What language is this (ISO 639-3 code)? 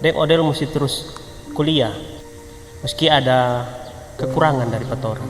xmm